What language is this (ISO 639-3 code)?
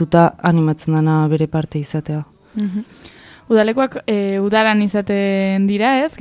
eus